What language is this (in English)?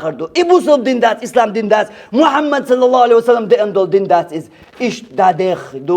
Chechen